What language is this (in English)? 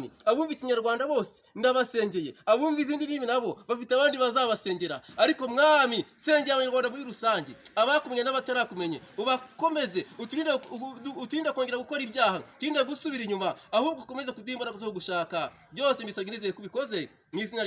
Kinyarwanda